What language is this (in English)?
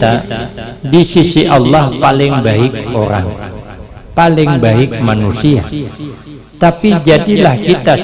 Banjar